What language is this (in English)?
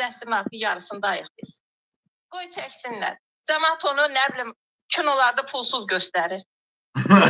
Azerbaijani